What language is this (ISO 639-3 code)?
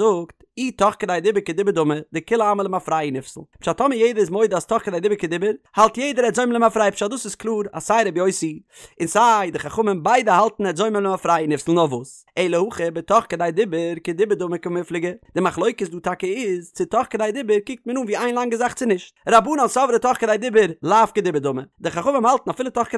yid